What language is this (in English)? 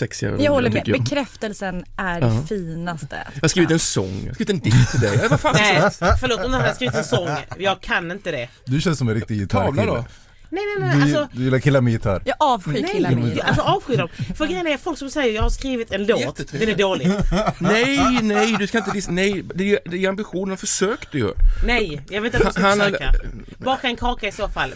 Swedish